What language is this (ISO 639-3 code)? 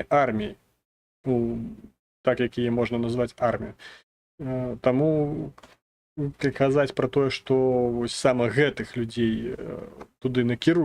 bel